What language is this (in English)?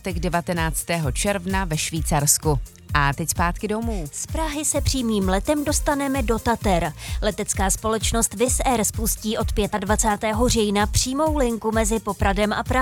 Czech